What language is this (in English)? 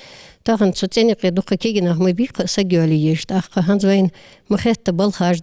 Ingush